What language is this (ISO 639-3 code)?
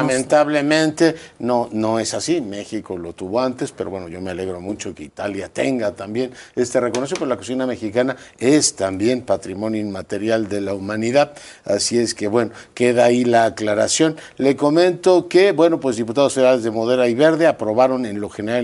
spa